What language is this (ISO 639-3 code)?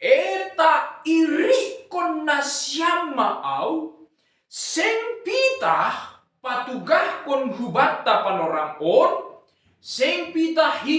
bts